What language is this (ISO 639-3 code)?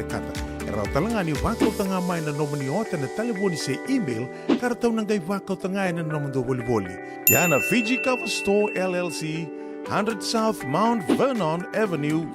fij